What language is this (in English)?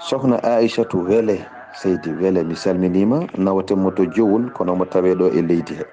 Fula